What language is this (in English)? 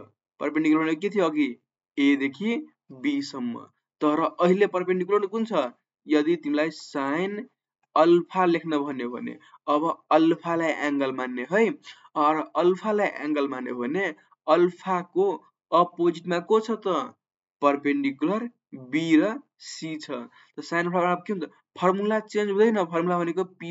Nepali